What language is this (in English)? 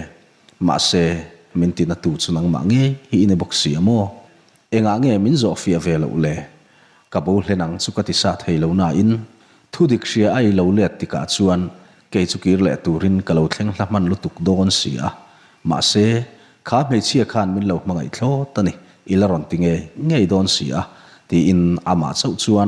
Mizo